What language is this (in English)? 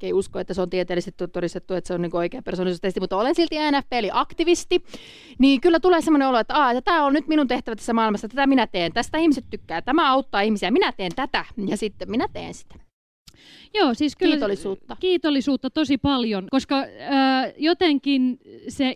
Finnish